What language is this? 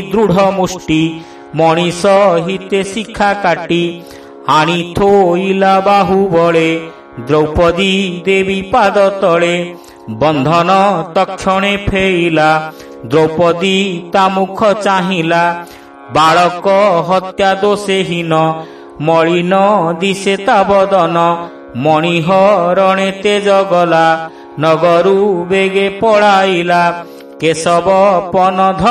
Odia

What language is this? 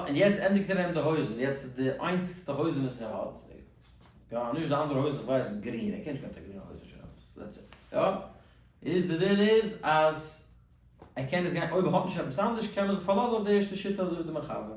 Yiddish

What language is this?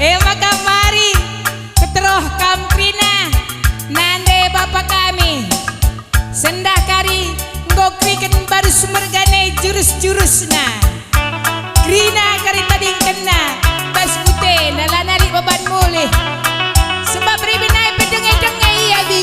Batak Karo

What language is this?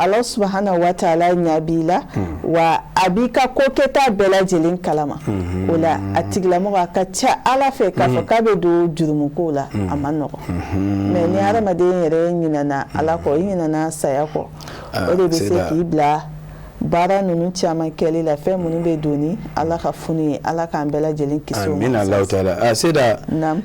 Bambara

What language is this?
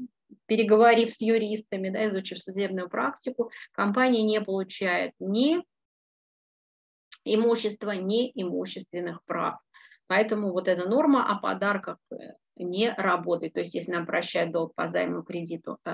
Russian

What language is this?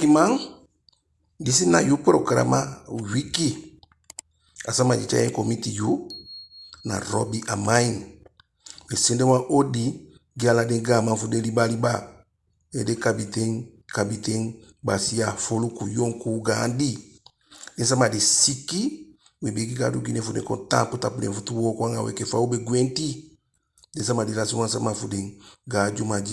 Eastern Maroon Creole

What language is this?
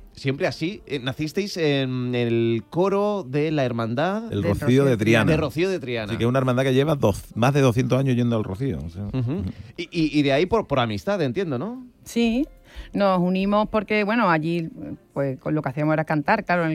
Spanish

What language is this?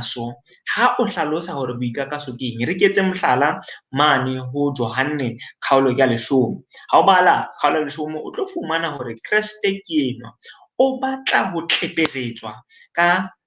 Southern Sotho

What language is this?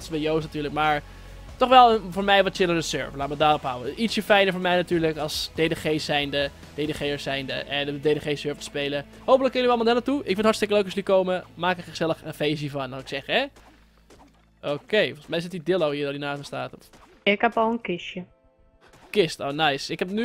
Dutch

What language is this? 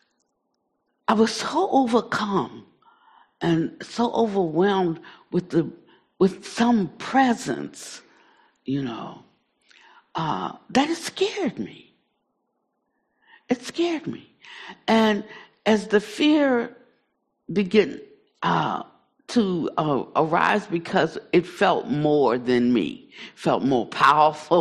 English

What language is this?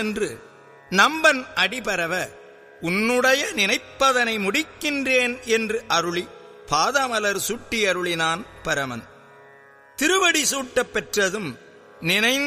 Tamil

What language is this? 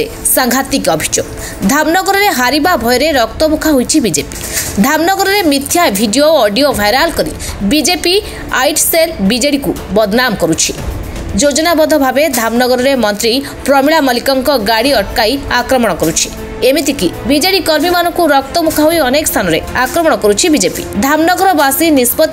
Odia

